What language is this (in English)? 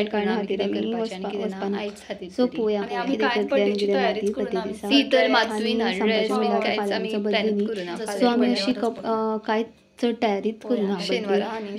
Konkani